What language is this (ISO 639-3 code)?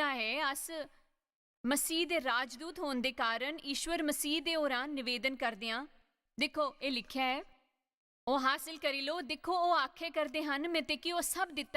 doi